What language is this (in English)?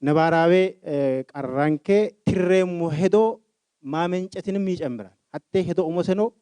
Sidamo